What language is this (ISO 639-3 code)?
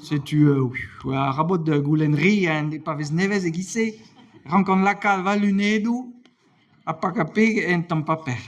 bre